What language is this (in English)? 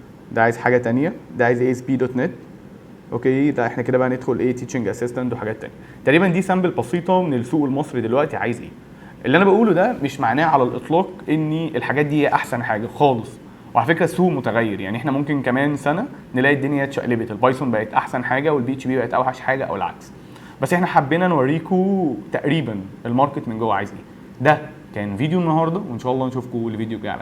Egyptian Arabic